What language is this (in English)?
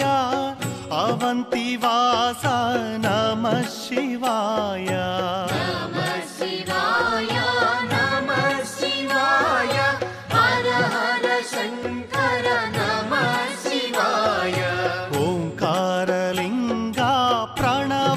Telugu